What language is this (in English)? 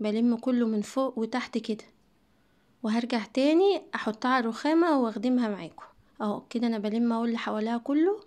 Egyptian Arabic